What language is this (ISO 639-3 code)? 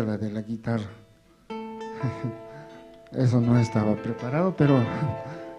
quh